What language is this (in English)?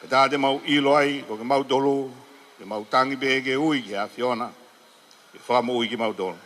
Tongan